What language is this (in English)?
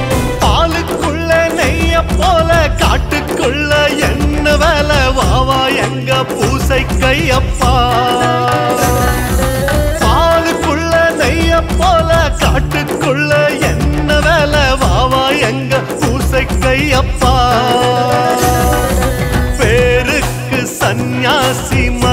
Tamil